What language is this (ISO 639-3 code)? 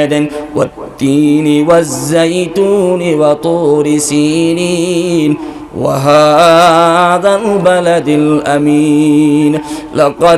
syl